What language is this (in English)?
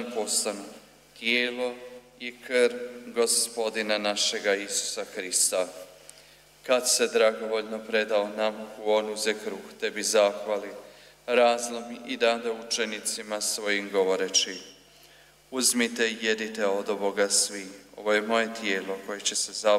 Croatian